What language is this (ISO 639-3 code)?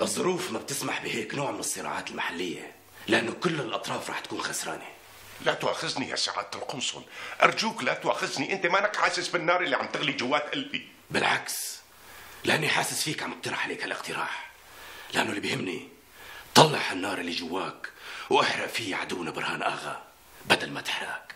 apc